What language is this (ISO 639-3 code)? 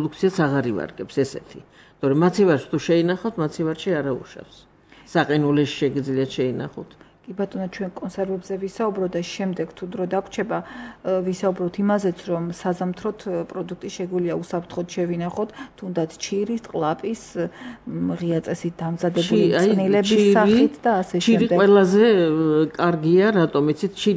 kat